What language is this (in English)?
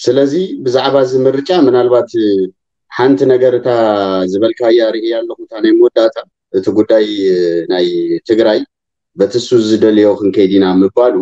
Tigrinya